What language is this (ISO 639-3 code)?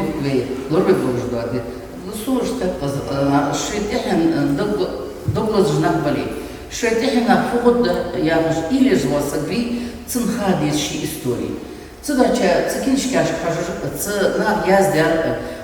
inh